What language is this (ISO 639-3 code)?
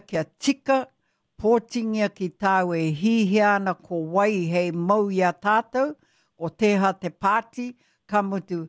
mri